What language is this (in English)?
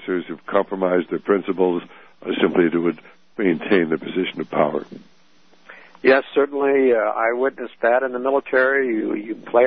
English